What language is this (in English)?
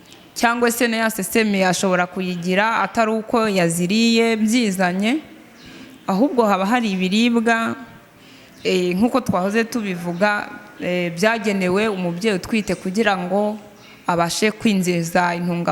Kinyarwanda